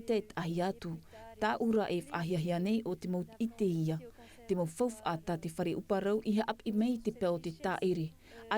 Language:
Tahitian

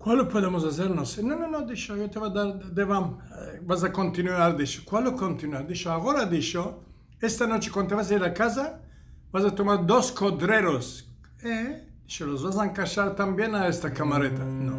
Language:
Ladino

